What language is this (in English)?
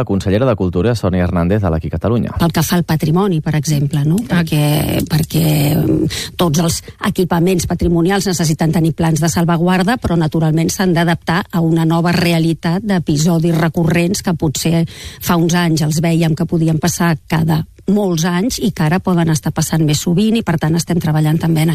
Catalan